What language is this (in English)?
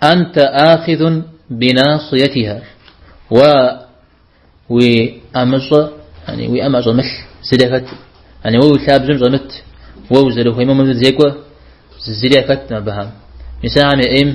Kabardian